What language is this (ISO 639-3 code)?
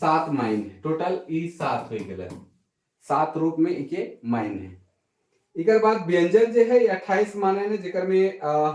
sck